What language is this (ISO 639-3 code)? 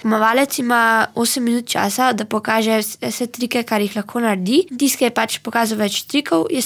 slv